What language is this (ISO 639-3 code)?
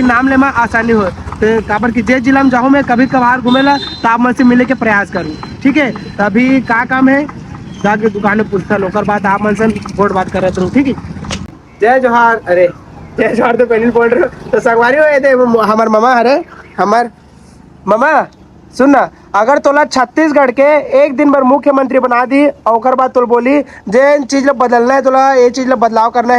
hne